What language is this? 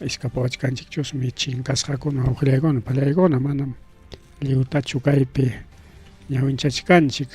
Ayacucho Quechua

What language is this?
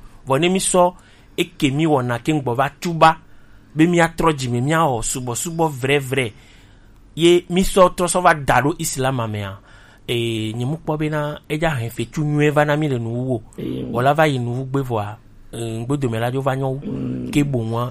Gen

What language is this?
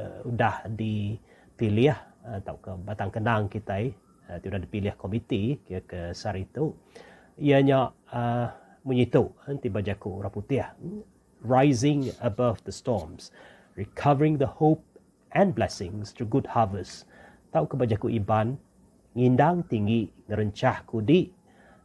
Iban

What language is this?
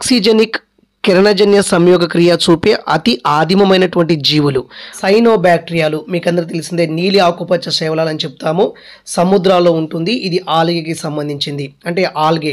Telugu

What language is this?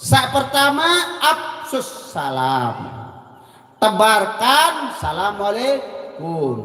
Sasak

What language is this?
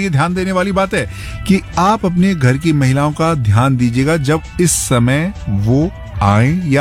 Hindi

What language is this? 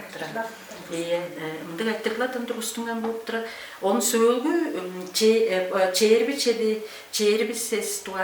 Tuvinian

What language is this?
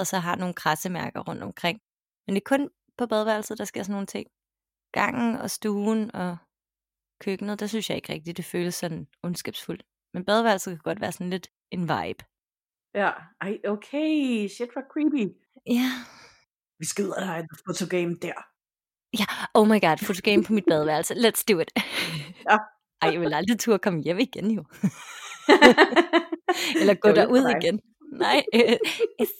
Danish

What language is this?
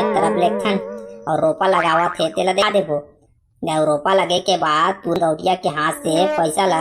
Chhattisgarhi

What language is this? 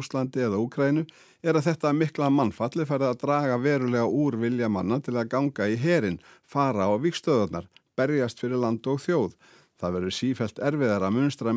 Icelandic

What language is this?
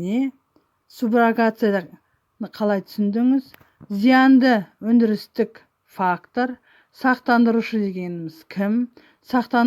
Kazakh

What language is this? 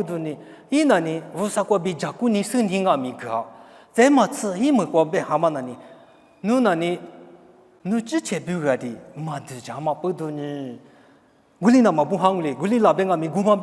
Lisu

